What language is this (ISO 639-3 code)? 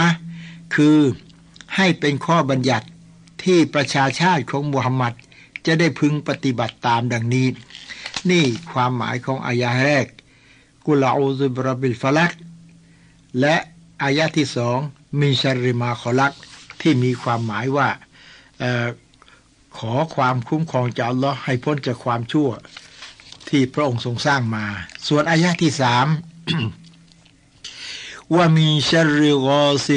tha